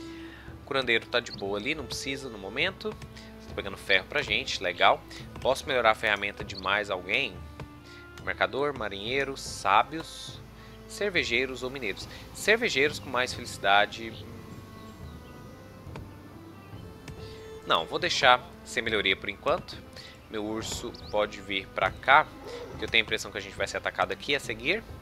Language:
Portuguese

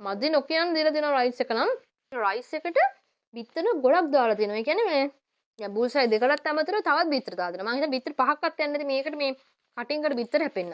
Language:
Sinhala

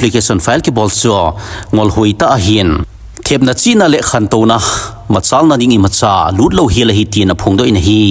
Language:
Thado Chin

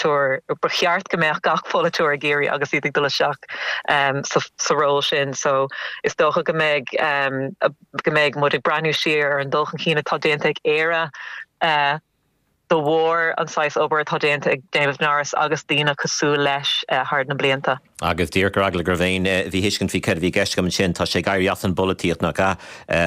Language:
Irish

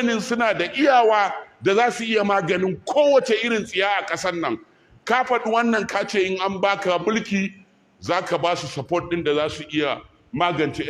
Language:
Hausa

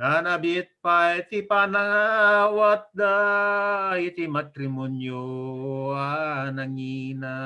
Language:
Iloko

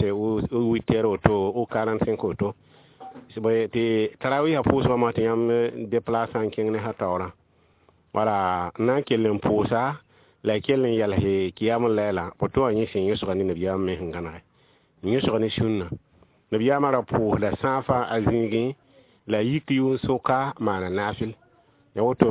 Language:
Mossi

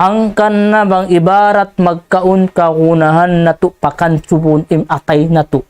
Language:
Tausug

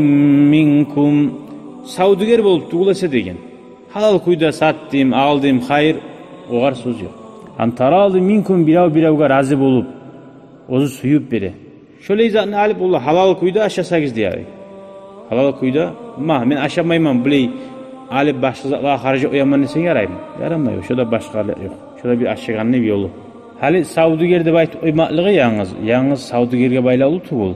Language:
Kumyk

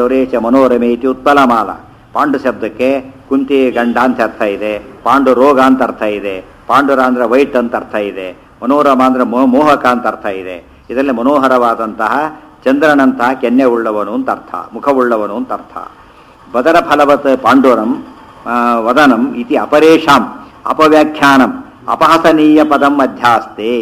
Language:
Kannada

